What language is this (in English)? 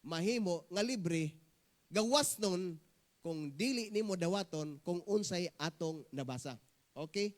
Cebuano